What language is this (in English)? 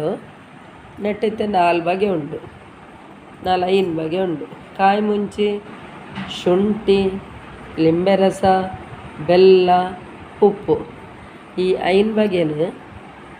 Tulu